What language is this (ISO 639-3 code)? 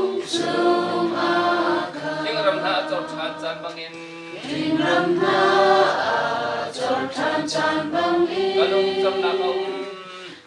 cnh